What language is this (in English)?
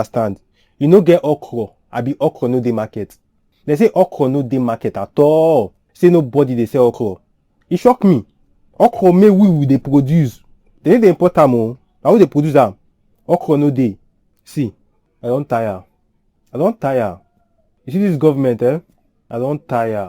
Nigerian Pidgin